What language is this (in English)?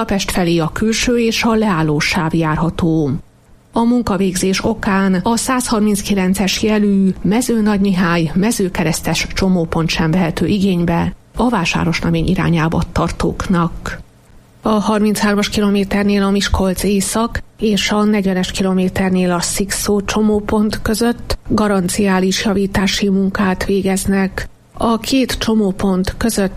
Hungarian